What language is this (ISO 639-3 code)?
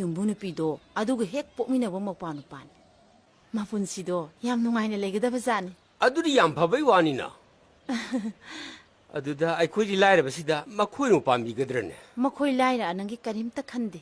mni